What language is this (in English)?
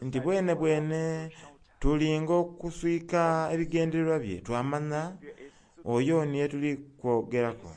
Soga